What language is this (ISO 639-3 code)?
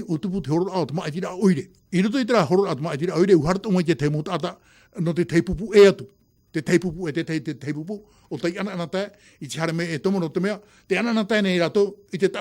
tah